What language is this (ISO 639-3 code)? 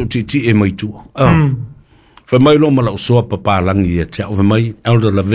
smo